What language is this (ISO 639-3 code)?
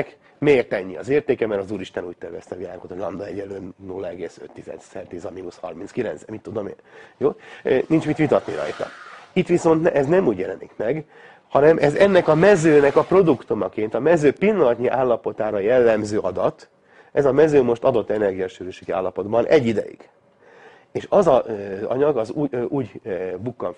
hun